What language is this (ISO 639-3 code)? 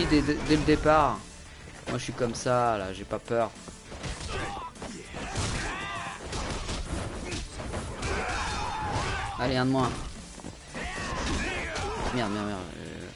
fra